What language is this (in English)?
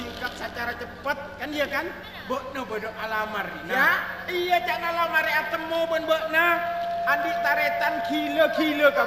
Madurese